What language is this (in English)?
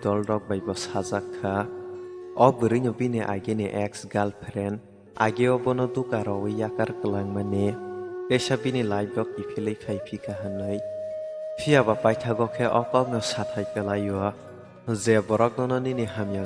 Kok Borok